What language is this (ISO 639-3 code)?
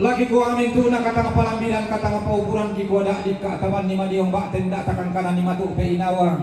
sda